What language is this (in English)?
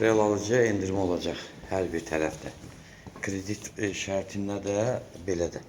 Azerbaijani